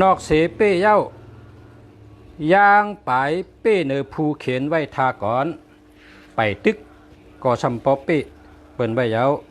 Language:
Shan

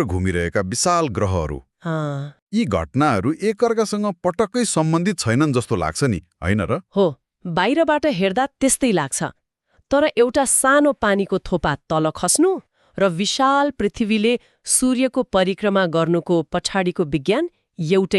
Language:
Nepali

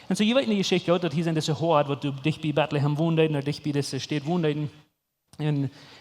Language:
Plautdietsch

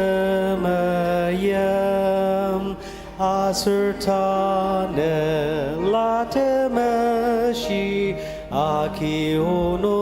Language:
Ao Naga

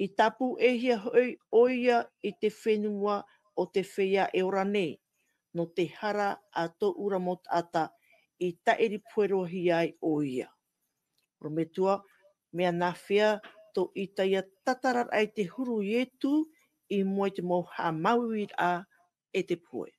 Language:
Tahitian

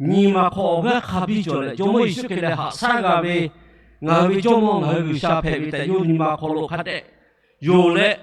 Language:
Lahu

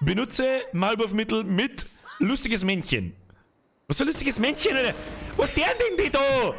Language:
Bavarian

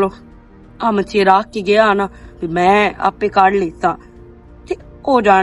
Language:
Western Panjabi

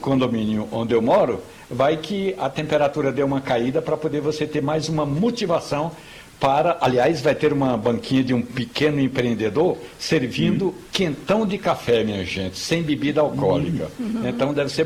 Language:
Portuguese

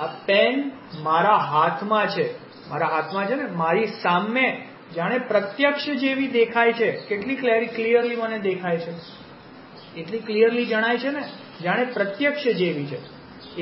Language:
Gujarati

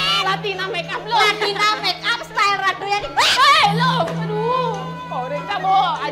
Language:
Balinese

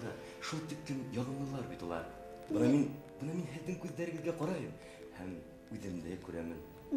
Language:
Bashkir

